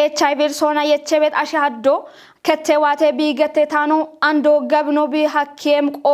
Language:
Kafa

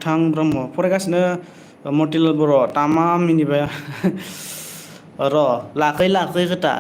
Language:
Bodo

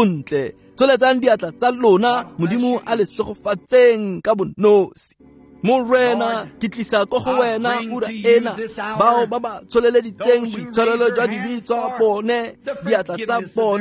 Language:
Tswana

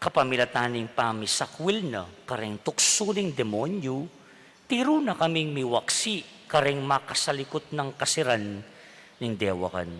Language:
Pampanga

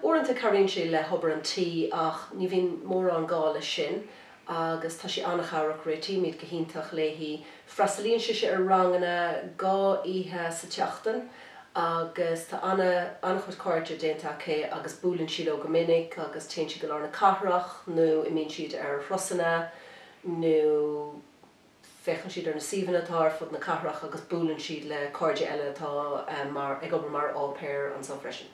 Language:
Irish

